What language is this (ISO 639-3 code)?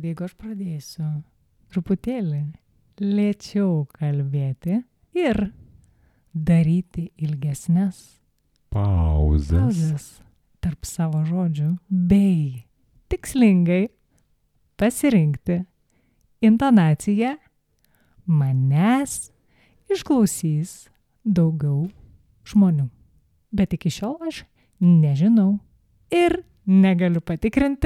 lit